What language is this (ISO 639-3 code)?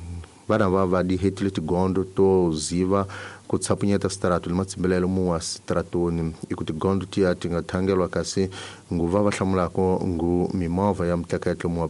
tso